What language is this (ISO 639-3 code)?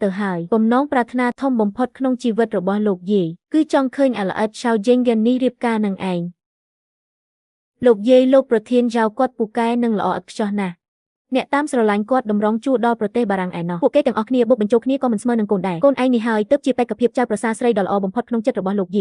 khm